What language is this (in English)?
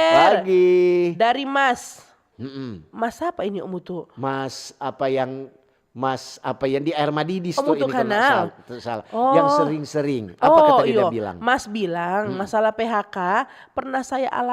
Manado Malay